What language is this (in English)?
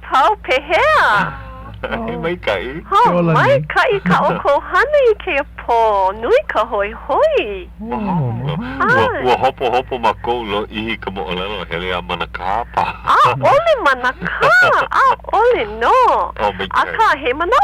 Hawaiian